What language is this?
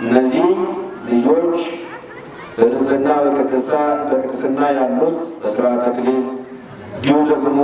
Amharic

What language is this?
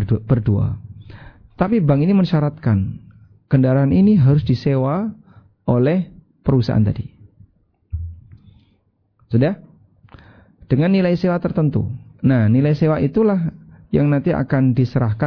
Indonesian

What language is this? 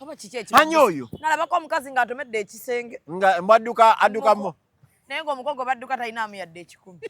Ganda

